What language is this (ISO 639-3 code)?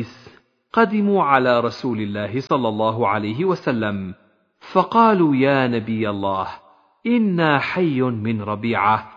ara